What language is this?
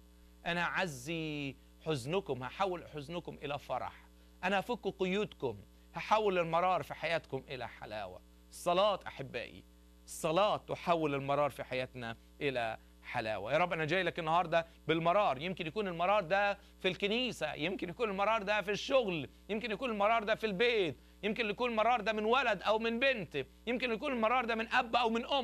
Egyptian Arabic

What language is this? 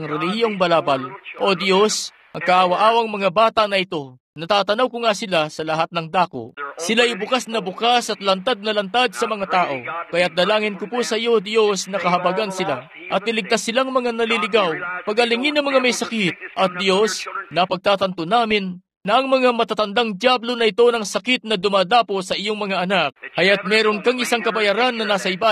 Filipino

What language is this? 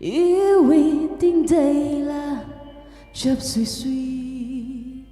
Tangkhul Naga (India)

